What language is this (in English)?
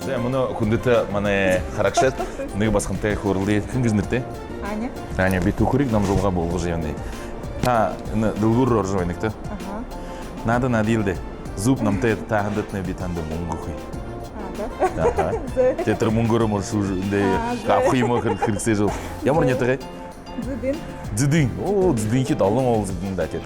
Buriat